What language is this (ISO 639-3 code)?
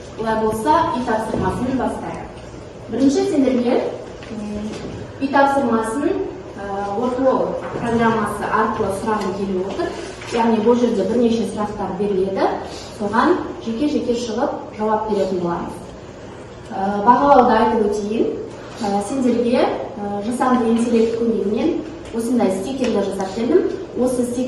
kaz